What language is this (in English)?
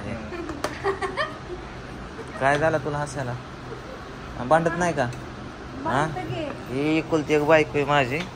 Marathi